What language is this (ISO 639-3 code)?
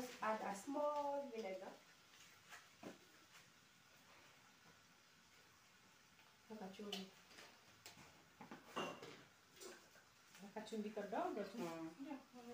swa